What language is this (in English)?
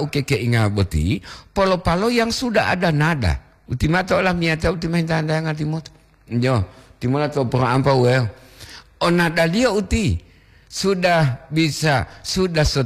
Gorontalo